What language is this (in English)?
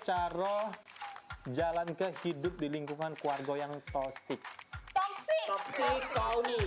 Musi